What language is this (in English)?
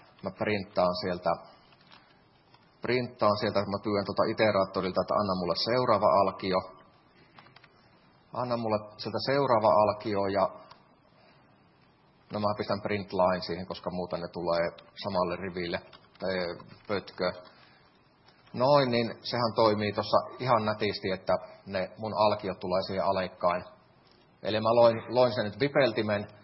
Finnish